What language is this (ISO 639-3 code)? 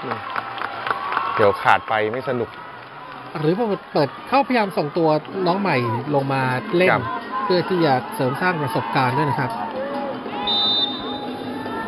tha